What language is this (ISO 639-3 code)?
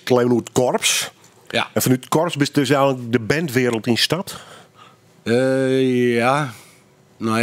nld